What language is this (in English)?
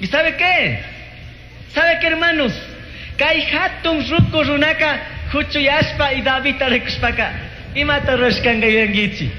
Chimborazo Highland Quichua